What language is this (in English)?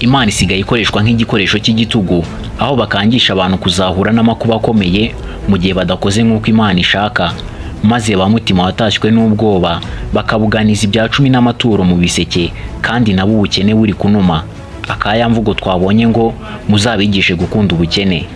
Kinyarwanda